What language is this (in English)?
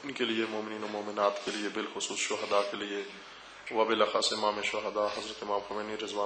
Urdu